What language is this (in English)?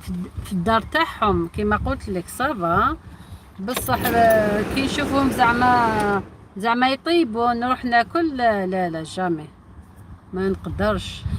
Algerian Arabic